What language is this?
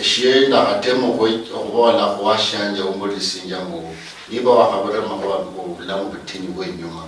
Luyia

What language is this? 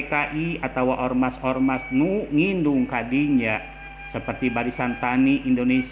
Sundanese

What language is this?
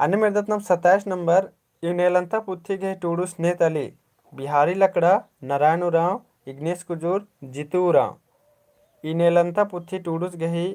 Kurukh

